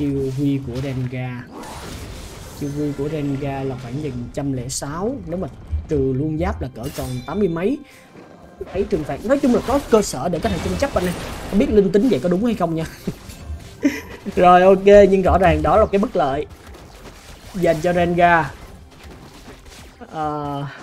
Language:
Vietnamese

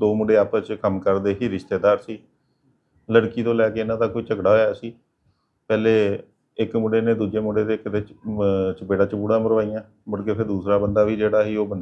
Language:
Punjabi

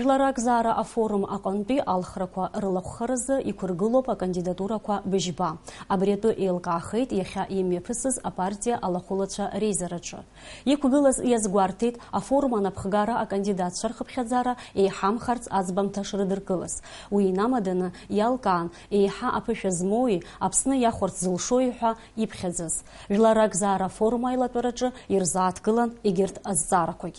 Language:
Abkhazian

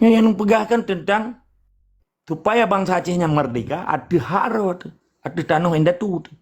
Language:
Achinese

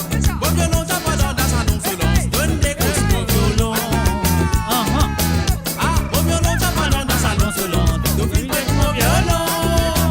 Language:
Morisyen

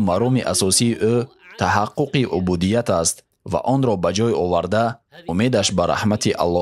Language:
Tajik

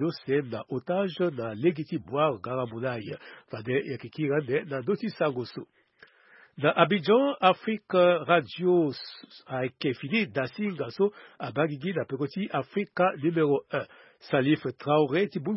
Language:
Sango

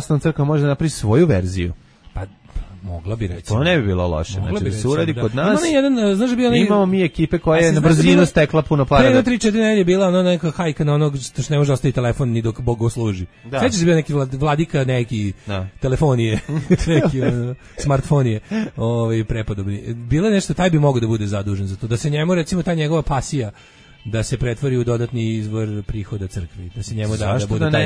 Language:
Serbian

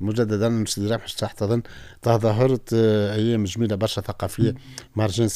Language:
Tunisian Arabic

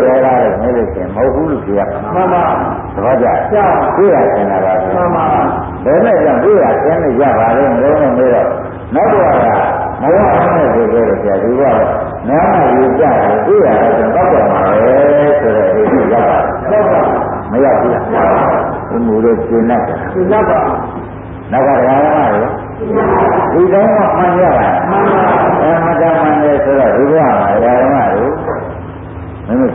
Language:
Burmese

